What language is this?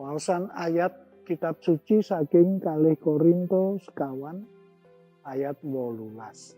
Javanese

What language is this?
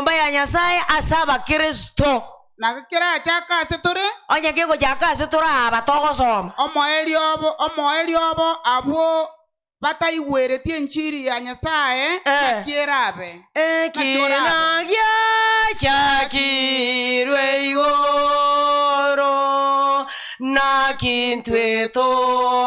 Gusii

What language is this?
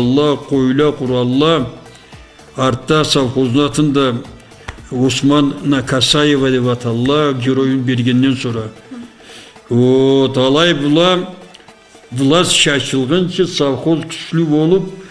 Karachay-Balkar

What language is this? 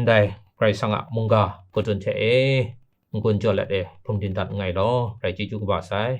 Kachin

